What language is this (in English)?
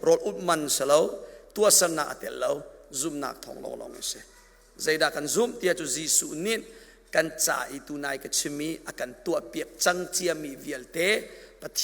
Hakha Chin